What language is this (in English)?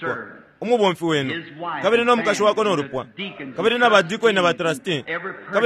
Bemba